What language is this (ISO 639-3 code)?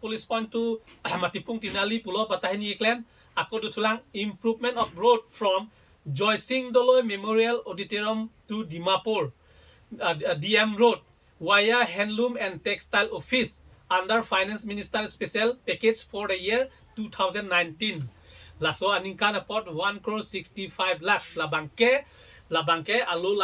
mjw